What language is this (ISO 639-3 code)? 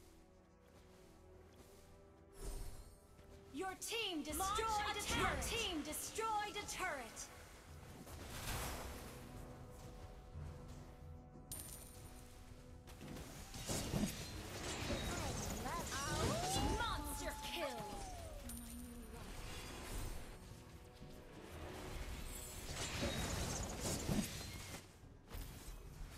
eng